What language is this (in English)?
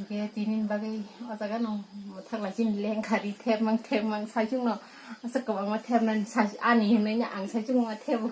Kok Borok